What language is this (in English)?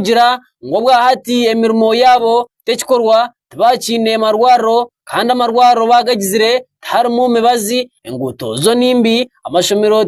Nyankole